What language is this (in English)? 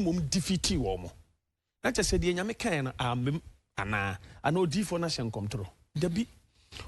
Akan